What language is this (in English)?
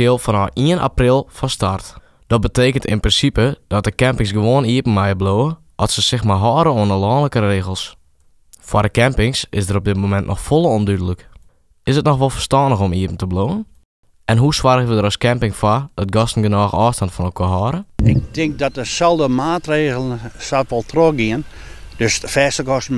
Western Frisian